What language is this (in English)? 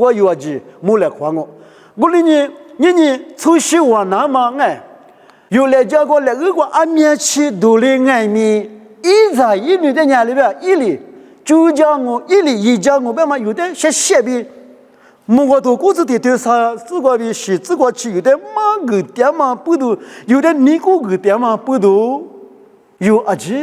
Lisu